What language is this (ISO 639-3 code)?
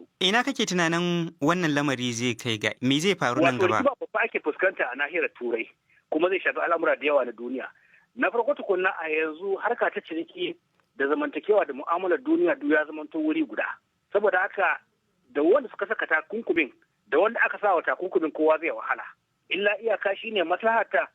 hau